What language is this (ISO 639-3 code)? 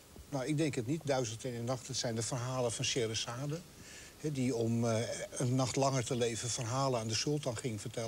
nld